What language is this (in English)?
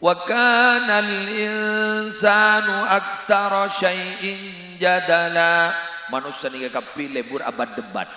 Madurese